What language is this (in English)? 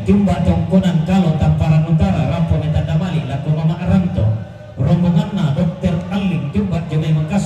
Toraja-Sa'dan